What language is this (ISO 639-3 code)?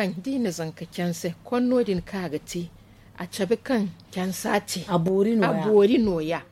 dje